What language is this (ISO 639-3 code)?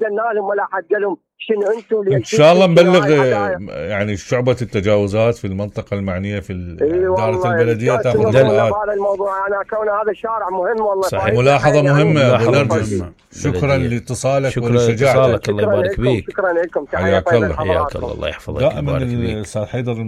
acm